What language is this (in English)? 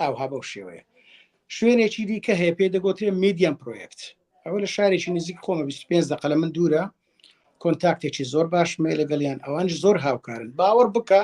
Central Kurdish